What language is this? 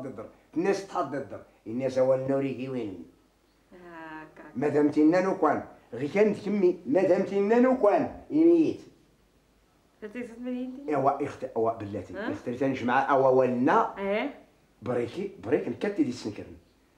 Moroccan Arabic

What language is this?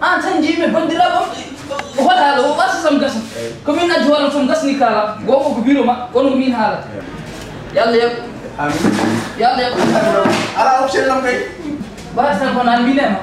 Fula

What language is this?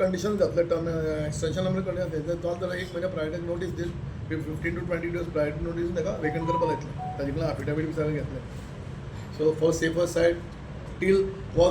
Konkani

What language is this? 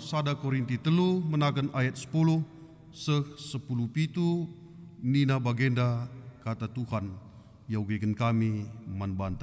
Batak Karo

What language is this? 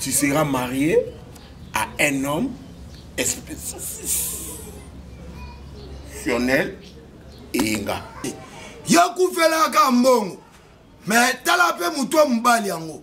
Lingala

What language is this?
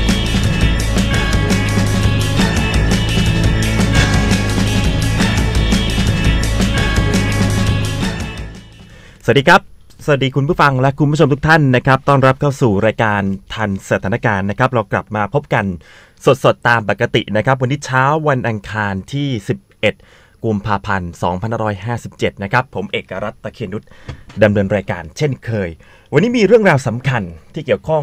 Thai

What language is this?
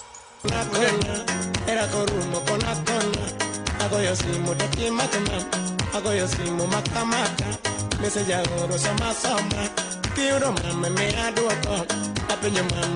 Gusii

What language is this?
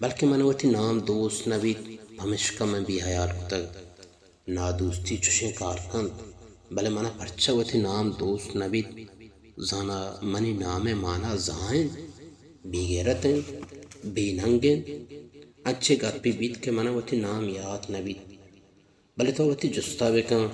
Baluchi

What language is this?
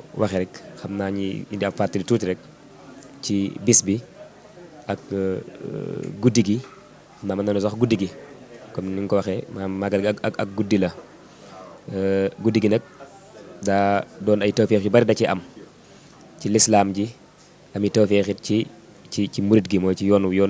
Wolof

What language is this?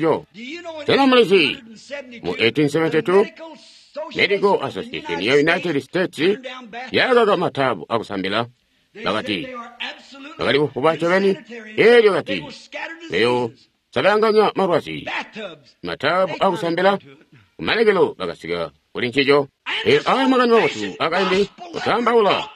Tonga (Zambia)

